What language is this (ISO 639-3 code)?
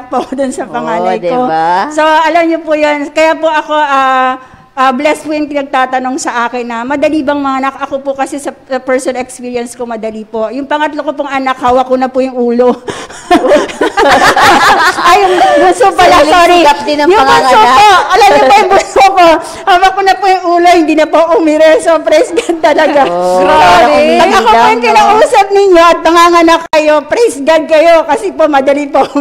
fil